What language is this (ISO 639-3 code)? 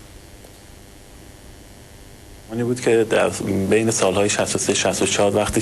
fas